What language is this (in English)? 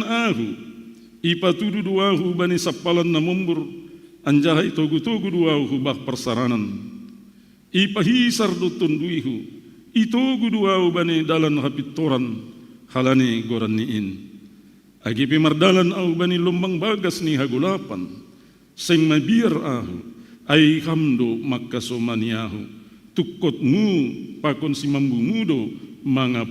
Batak Simalungun